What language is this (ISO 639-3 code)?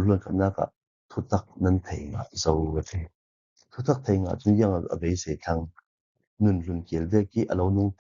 cfm